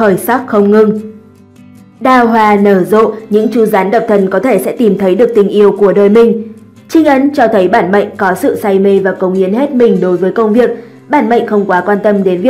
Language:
Vietnamese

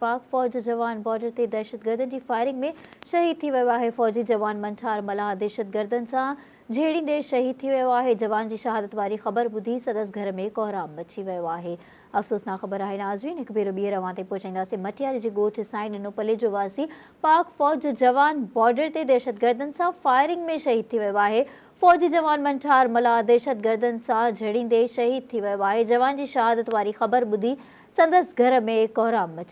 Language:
Sindhi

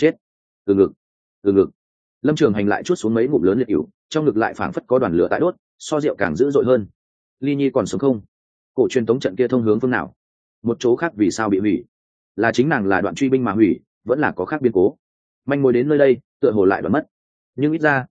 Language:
Vietnamese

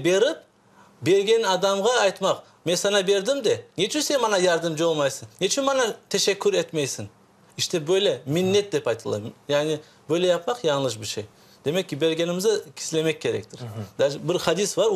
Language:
Crimean Tatar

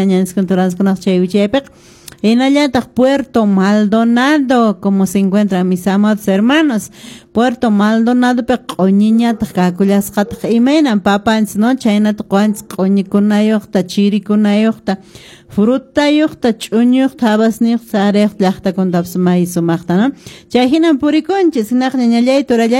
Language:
Quechua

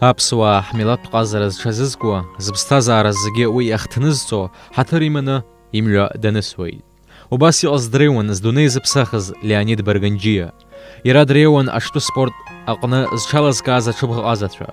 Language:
Abkhazian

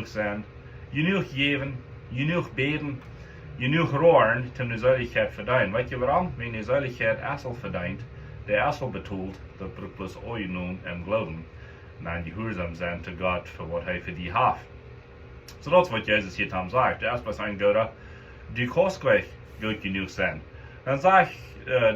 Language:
Plautdietsch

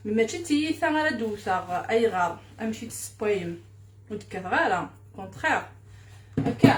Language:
Kabyle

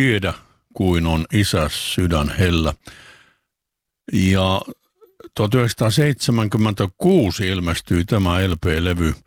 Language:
Finnish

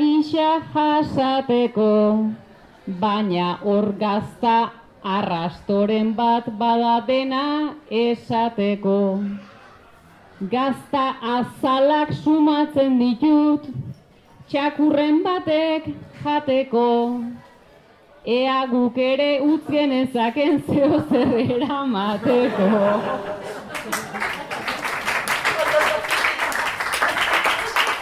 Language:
Basque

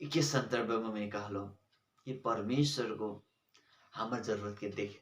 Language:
Sadri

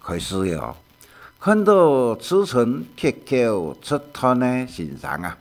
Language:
Hakka Chinese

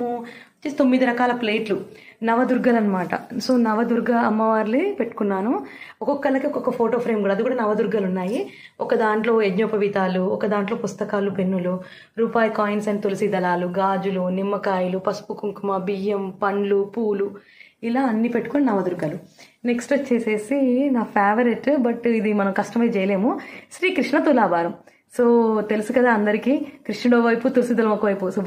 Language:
Telugu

